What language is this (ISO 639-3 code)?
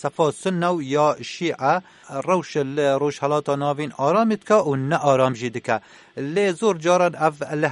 kur